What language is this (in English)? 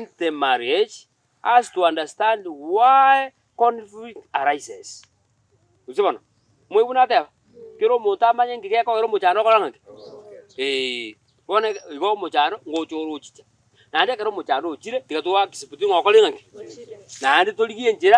Gusii